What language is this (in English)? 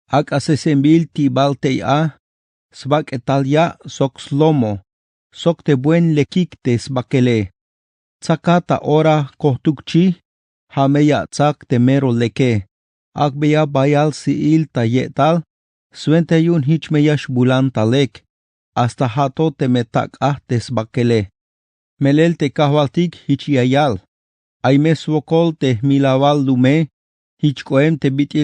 Tzeltal